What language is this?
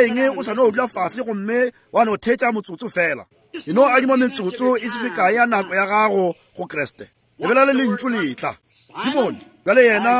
Northern Sotho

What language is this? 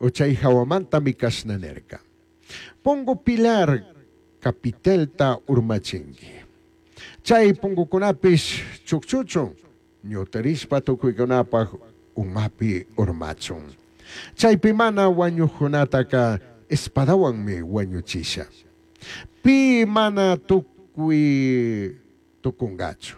Chimborazo Highland Quichua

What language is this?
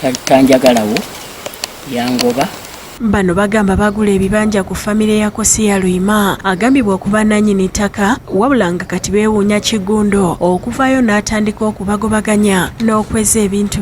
Ganda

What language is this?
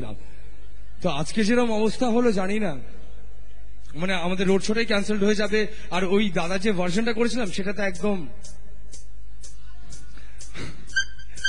Bangla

